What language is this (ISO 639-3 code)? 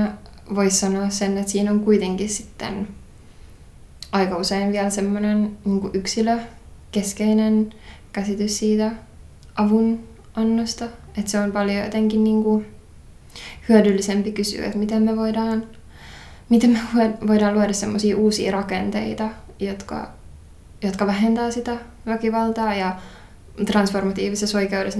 fin